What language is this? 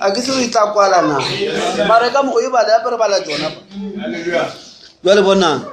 Northern Sotho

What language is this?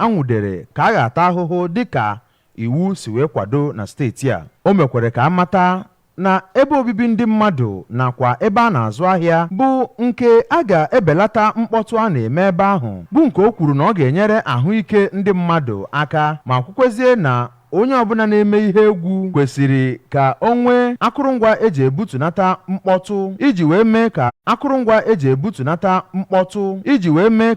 Igbo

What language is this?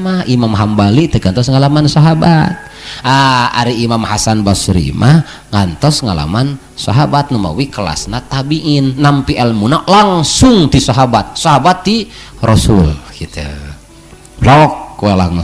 Sundanese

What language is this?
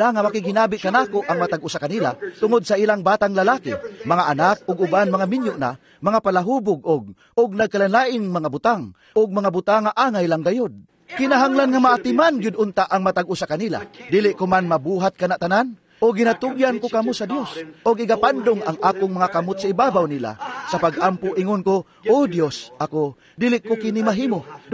Cebuano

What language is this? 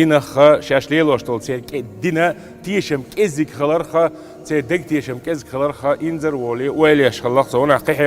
Chechen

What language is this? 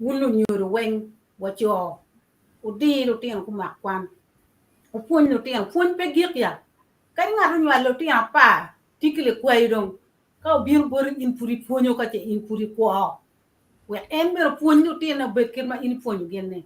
Acoli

